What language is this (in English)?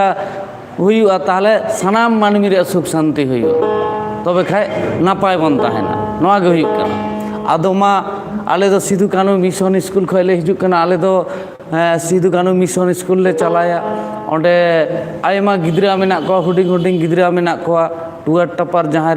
Santali